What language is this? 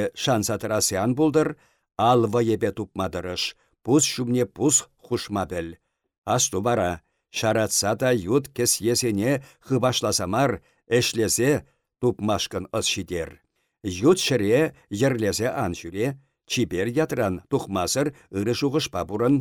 Chuvash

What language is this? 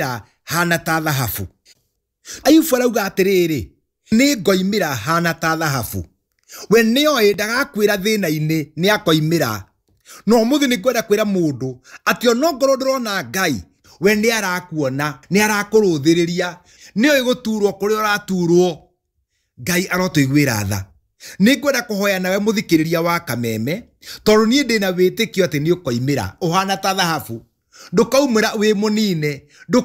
Kikuyu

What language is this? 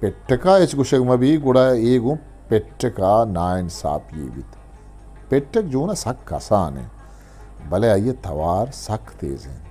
Eastern Balochi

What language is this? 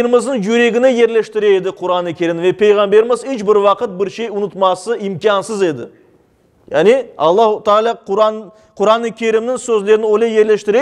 Crimean Tatar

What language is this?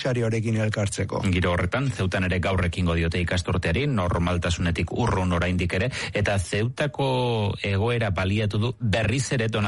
Basque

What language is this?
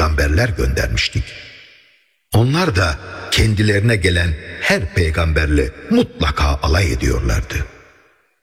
Turkish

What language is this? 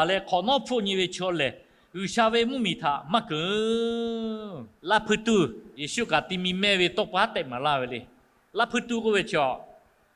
Lahu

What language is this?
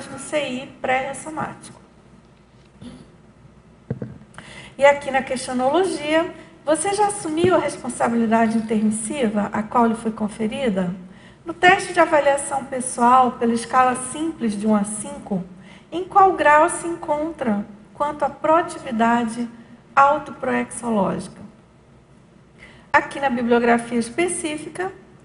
Portuguese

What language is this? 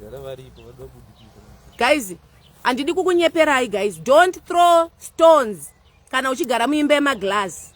Shona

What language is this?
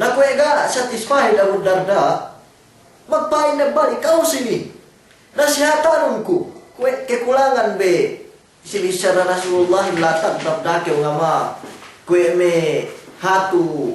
Yakan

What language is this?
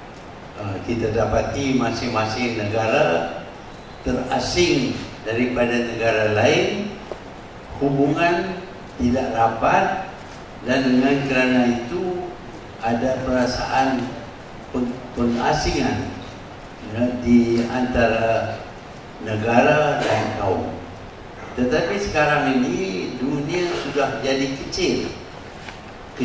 Malay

